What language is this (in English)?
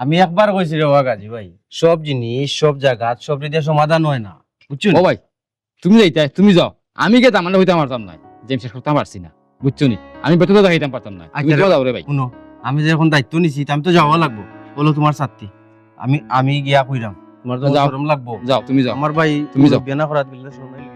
Sylheti